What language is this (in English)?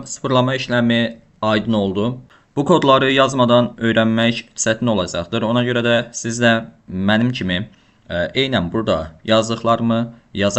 Azerbaijani